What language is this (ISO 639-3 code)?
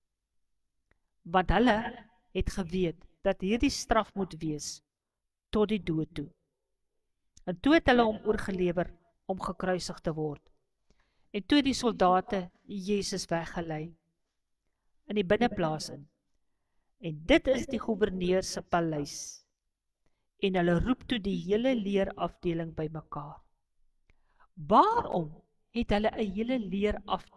afr